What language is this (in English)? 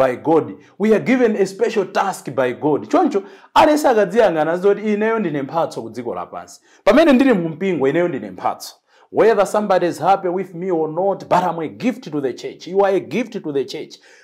Nyanja